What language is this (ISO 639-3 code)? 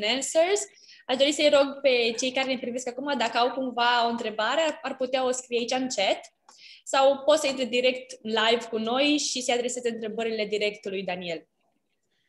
ron